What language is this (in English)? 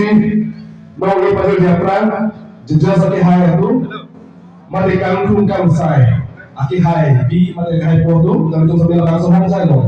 Karbi